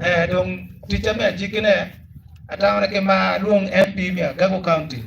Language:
Acoli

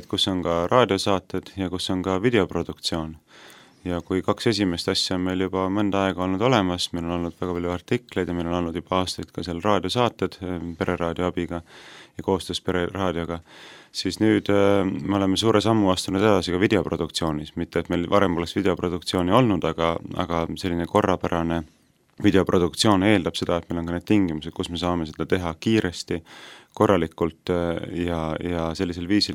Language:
Estonian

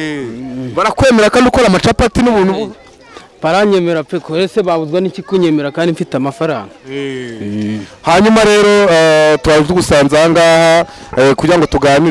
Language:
Kinyarwanda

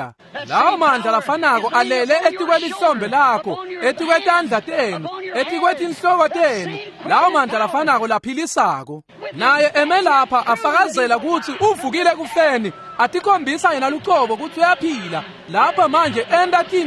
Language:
Swati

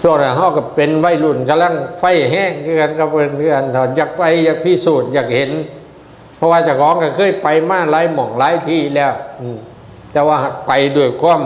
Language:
Northeastern Thai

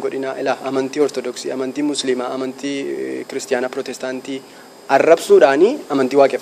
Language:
Oromo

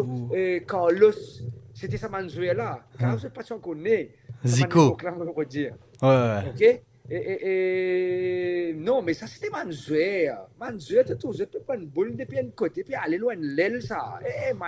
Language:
Morisyen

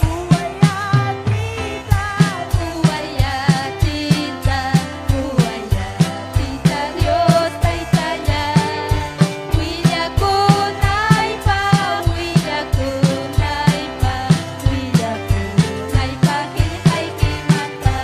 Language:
Ayacucho Quechua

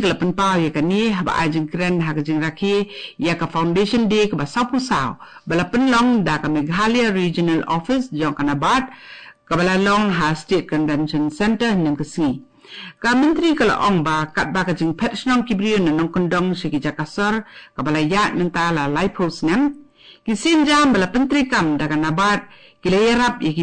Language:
Khasi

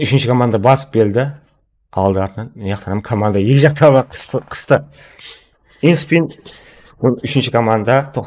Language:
Kara-Kalpak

